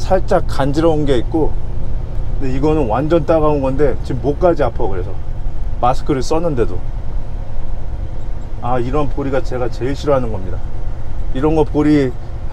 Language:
Korean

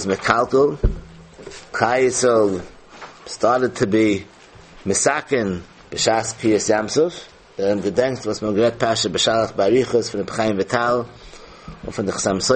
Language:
Yiddish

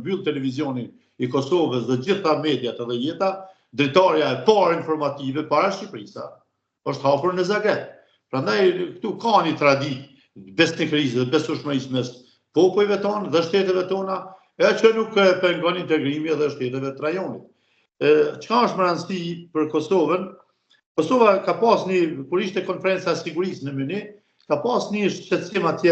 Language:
Albanian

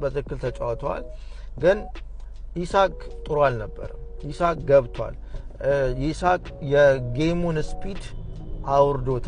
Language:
Amharic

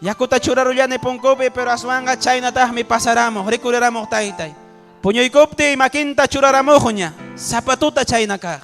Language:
Ayacucho Quechua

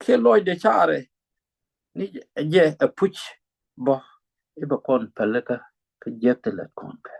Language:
Nuer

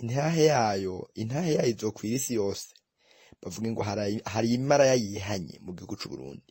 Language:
Rundi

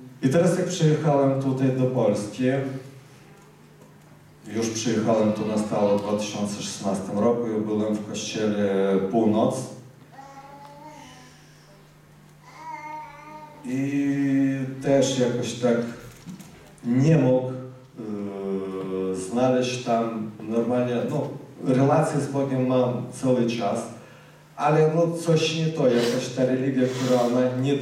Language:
Polish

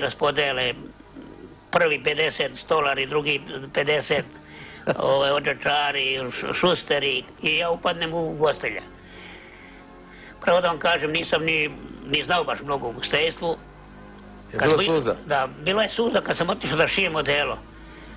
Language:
Serbian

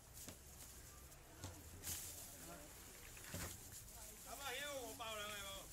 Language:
Min Nan Chinese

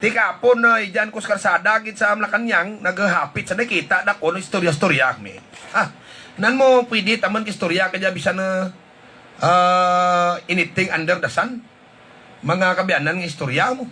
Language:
Hiligaynon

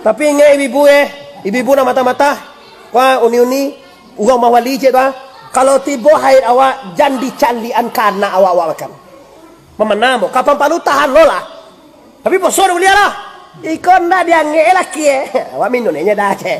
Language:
Minangkabau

